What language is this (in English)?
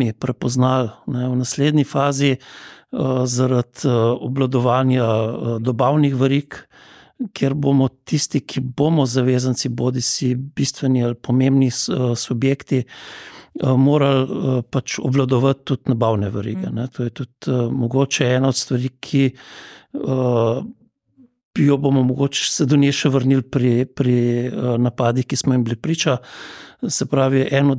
Slovenian